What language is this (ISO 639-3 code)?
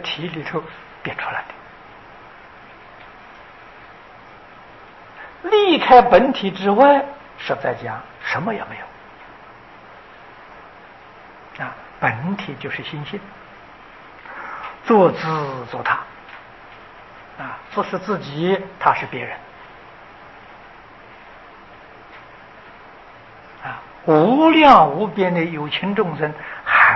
zho